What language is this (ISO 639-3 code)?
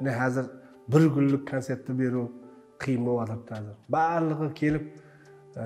kaa